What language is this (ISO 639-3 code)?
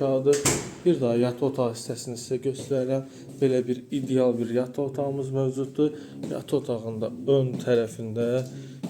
aze